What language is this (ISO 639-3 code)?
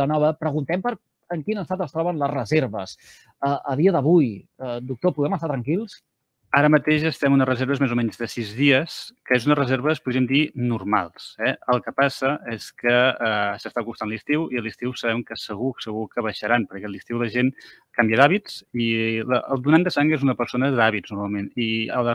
cat